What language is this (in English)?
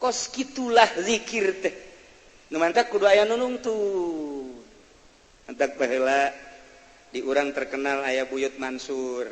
Sundanese